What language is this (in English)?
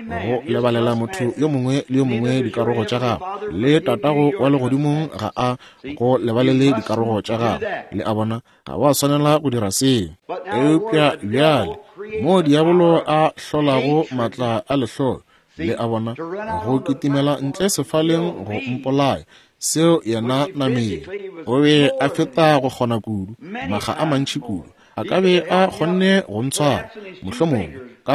Northern Sotho